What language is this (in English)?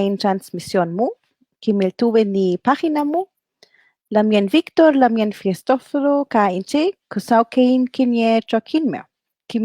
Mapuche